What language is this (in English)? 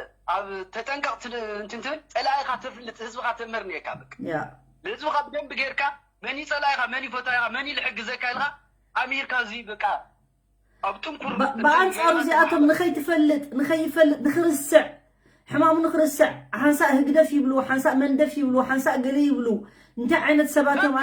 Tigrinya